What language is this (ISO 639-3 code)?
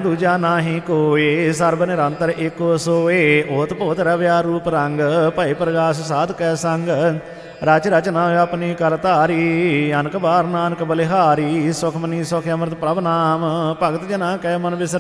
pan